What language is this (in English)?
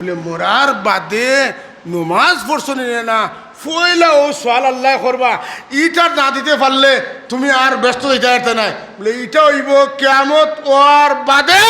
Sylheti